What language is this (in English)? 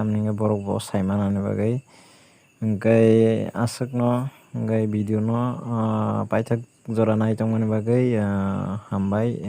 Kok Borok